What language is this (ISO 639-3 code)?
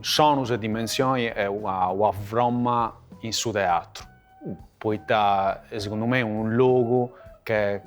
srd